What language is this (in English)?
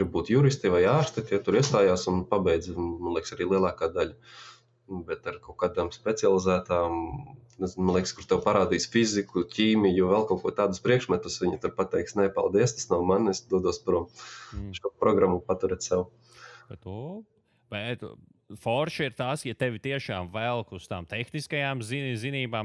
Latvian